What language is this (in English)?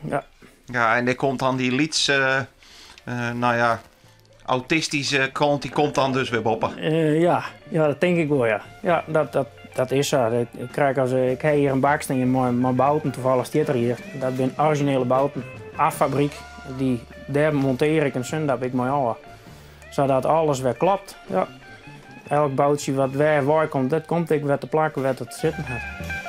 Western Frisian